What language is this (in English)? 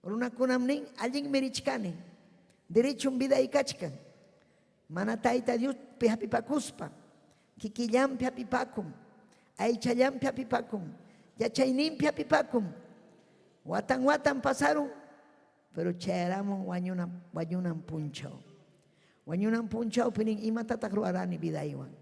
Ayacucho Quechua